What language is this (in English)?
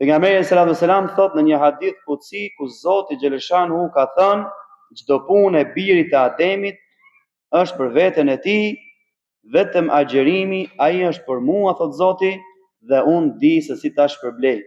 Albanian